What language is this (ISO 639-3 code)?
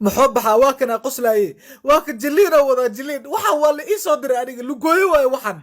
som